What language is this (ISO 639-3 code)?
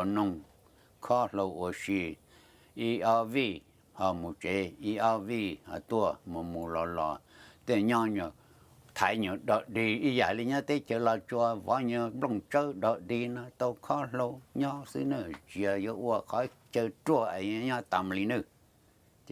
hmn